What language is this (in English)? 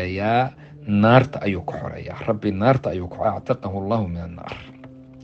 Somali